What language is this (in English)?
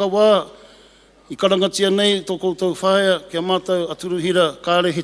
Māori